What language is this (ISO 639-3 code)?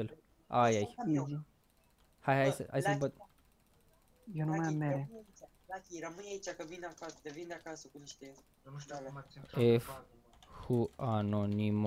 ron